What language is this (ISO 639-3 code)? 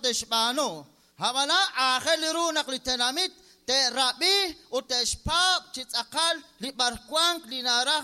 kek